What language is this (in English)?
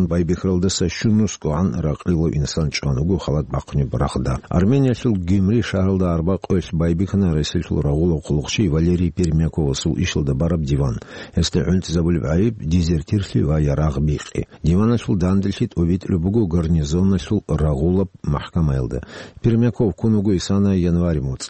Avaric